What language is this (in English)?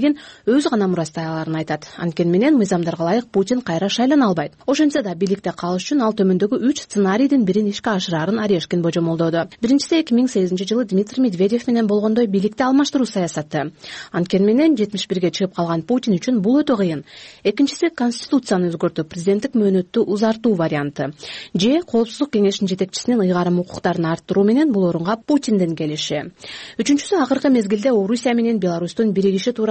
Kyrgyz